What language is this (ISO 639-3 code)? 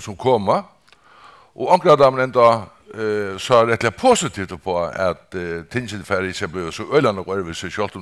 fao